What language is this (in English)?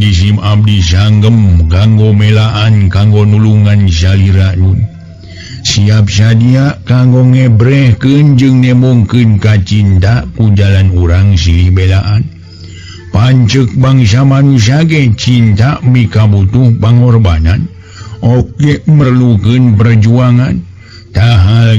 Sundanese